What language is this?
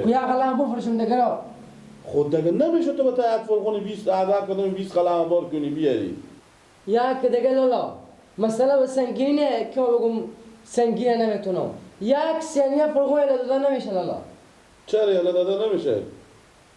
Persian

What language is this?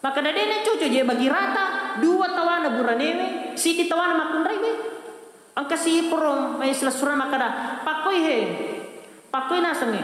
Buginese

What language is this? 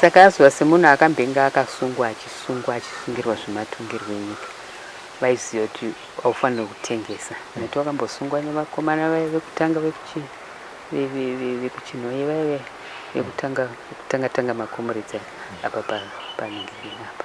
Shona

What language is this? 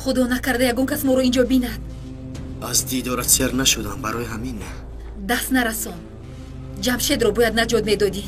Tajik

